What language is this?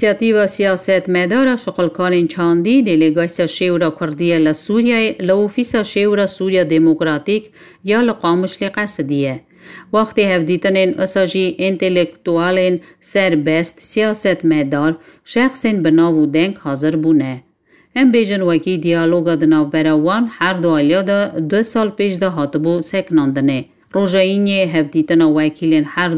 Kurdish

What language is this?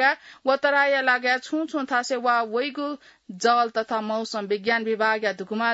Newari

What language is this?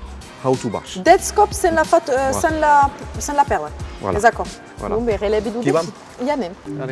Occitan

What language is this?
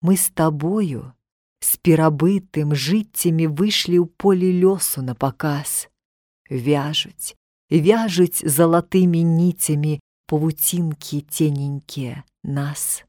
Belarusian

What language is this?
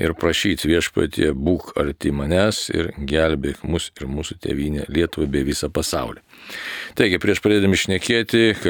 Lithuanian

